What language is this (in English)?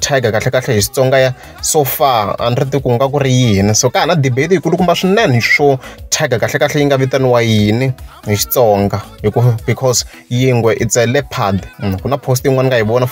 Tsonga